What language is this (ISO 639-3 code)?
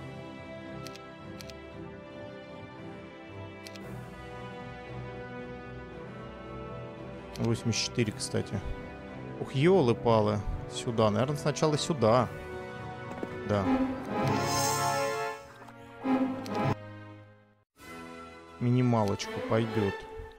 rus